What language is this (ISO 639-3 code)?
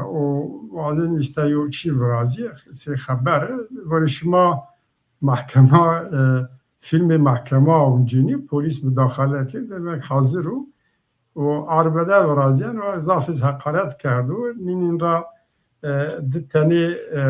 zza